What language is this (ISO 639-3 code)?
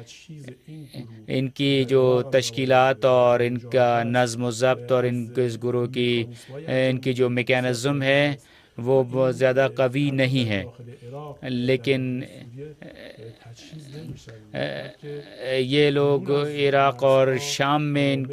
urd